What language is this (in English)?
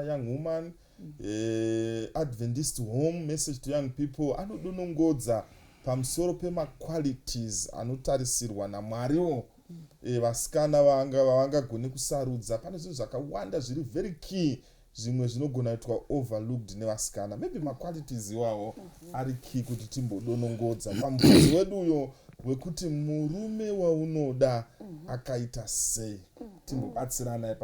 Shona